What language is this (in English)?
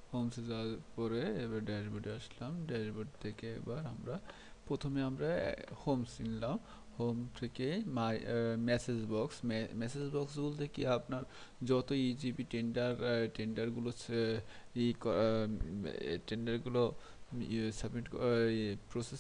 Bangla